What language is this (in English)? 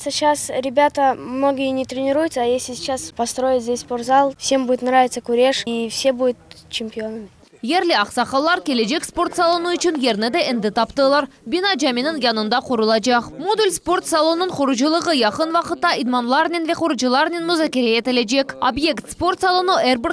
Crimean Tatar